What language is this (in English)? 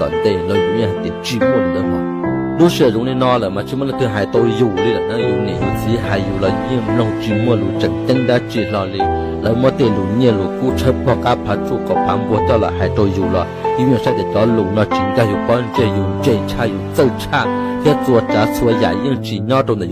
Hmong